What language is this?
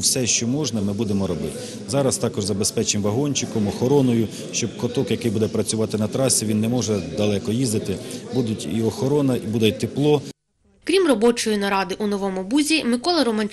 Ukrainian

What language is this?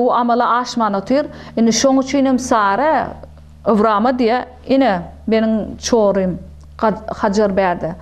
Turkmen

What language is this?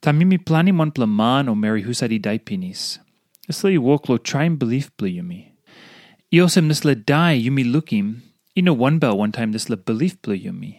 Tok Pisin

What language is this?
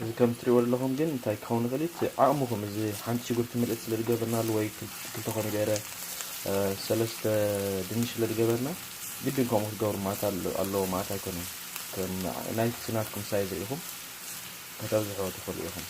Tigrinya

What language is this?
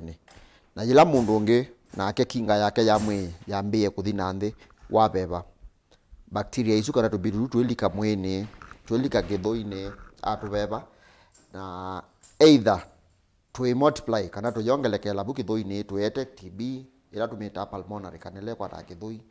Kamba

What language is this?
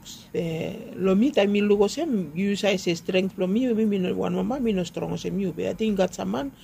Bislama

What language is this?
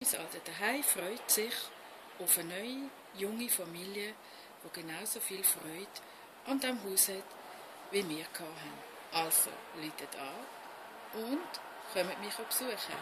Swiss German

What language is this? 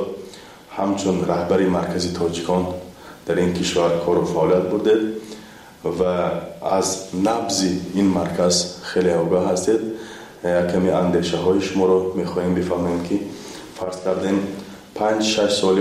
Tajik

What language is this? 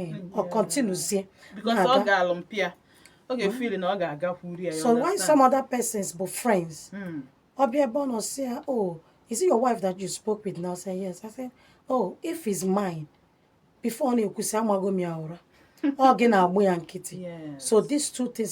Igbo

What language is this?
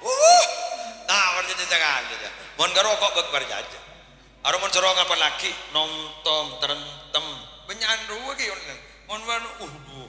Madurese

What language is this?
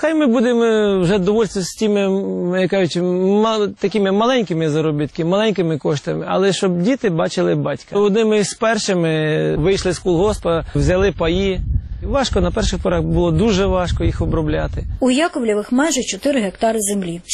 Ukrainian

